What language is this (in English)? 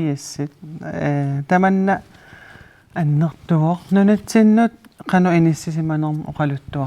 Kalaallisut